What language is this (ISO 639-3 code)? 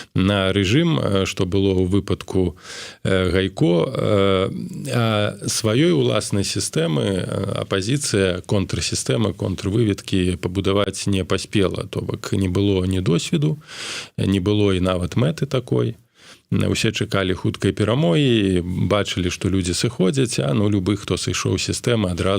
bel